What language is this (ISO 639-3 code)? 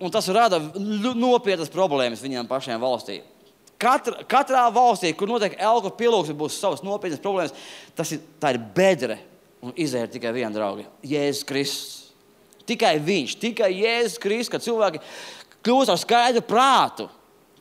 lav